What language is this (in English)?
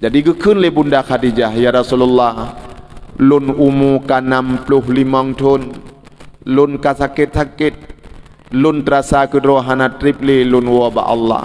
Achinese